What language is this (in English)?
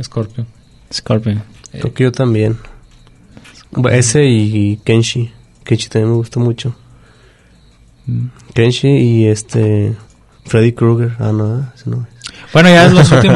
Spanish